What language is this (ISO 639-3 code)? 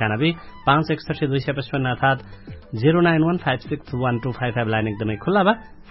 thl